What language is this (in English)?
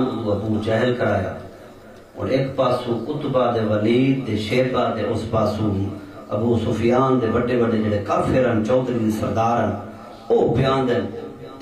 Saraiki